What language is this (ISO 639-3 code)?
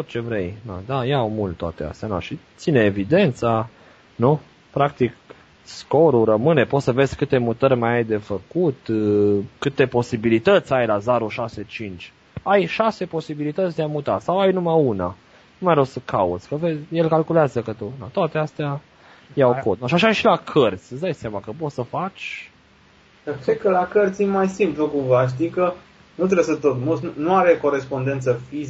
ron